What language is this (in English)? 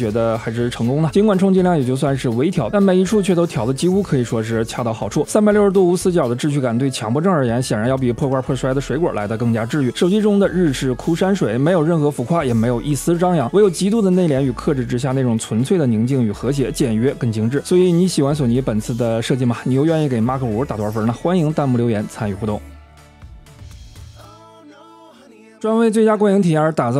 Chinese